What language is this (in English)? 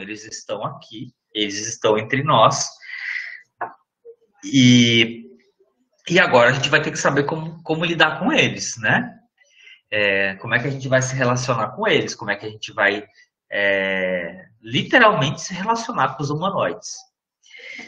Portuguese